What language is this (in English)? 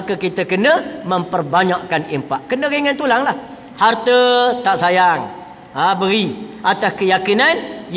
Malay